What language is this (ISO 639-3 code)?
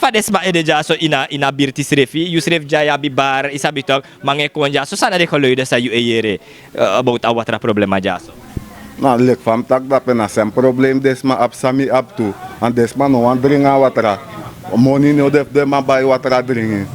srn